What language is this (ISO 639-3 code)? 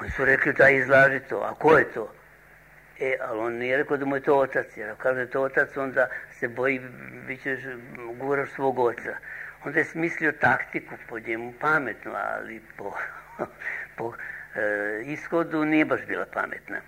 srp